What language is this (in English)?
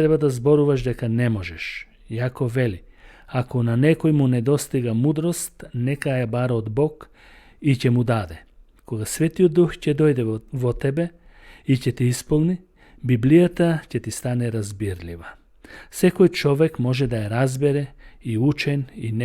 Macedonian